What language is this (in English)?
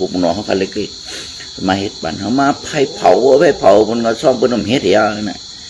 Shan